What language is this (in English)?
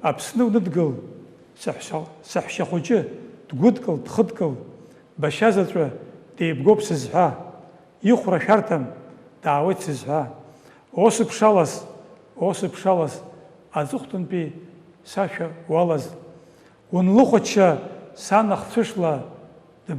Abkhazian